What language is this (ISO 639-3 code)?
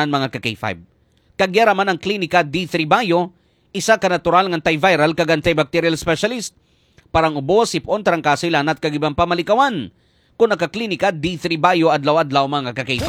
hil